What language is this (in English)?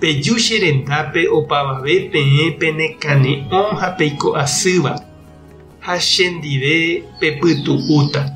Guarani